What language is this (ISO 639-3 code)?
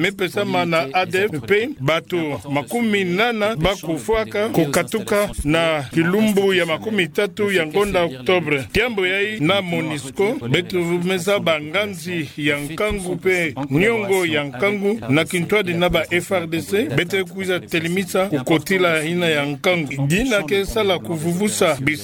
ktu